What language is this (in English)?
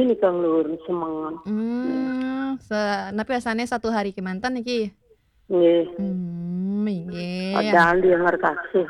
Balinese